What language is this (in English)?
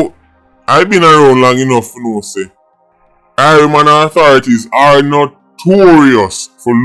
Jamaican Creole English